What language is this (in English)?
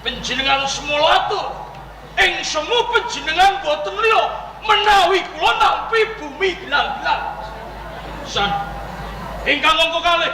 Javanese